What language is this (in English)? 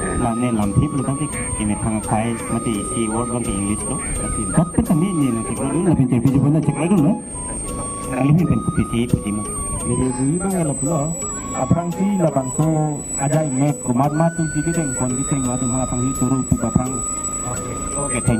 Karbi